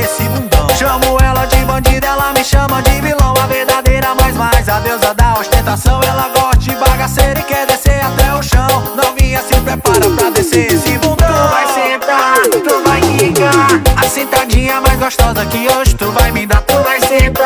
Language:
Portuguese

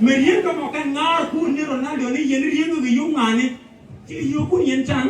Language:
Nuer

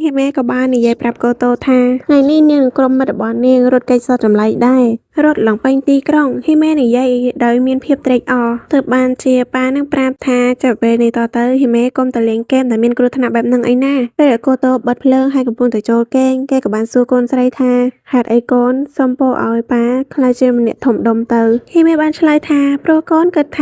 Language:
Khmer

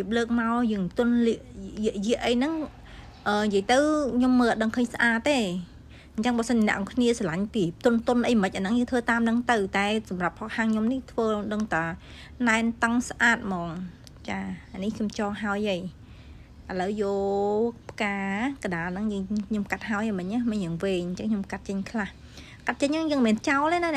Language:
Khmer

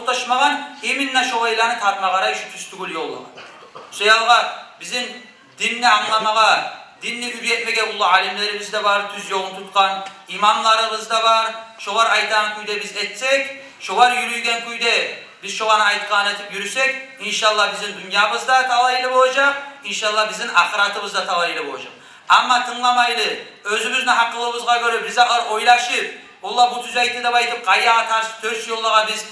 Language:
Kumyk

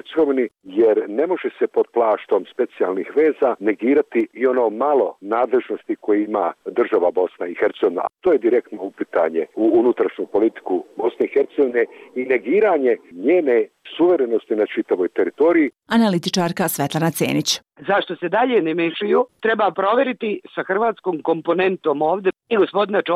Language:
Bosnian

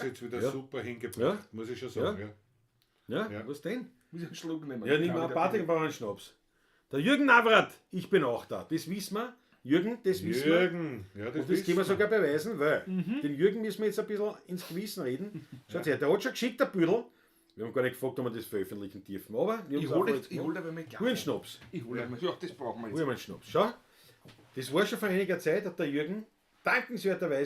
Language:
Bavarian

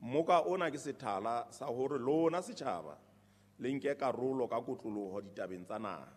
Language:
Southern Sotho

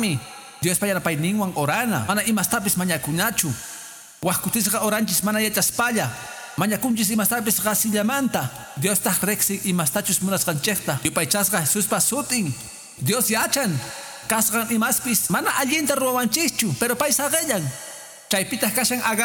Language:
Quechua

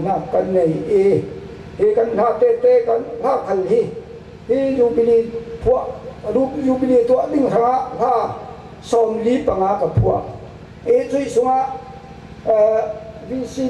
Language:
Falam Chin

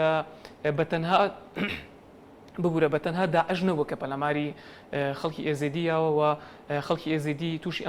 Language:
Central Kurdish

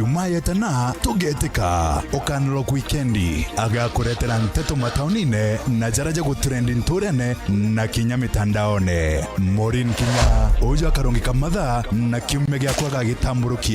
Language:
Meru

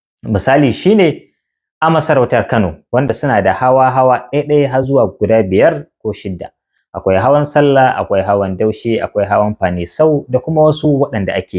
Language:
Hausa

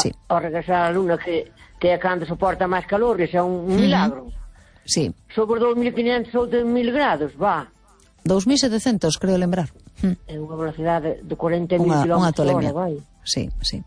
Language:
Galician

